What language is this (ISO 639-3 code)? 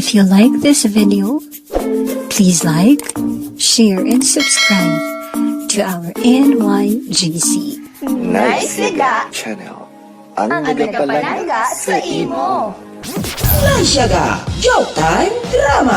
hil